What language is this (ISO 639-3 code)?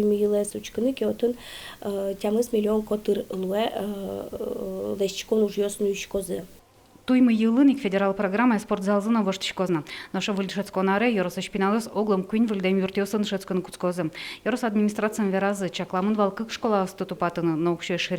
udm